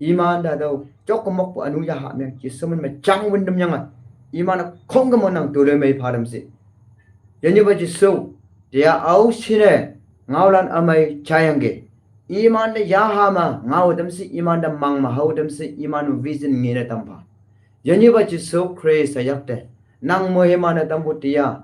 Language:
Konyak Naga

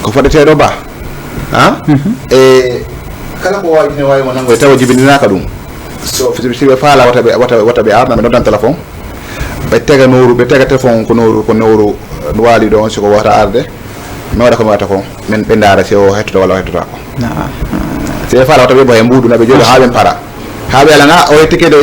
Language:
Fula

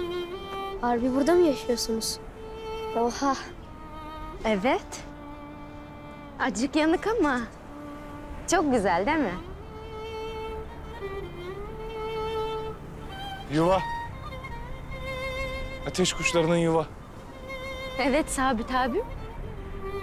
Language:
Turkish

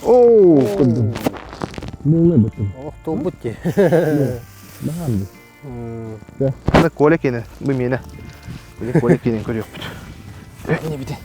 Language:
Yakut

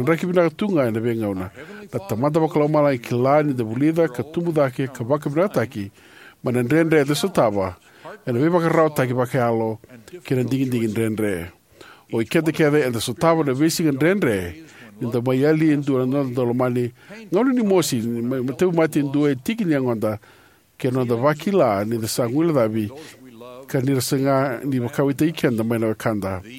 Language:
Fijian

